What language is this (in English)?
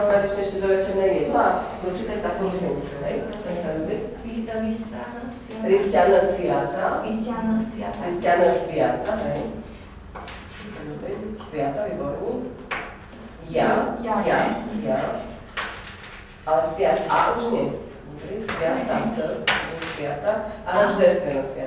Slovak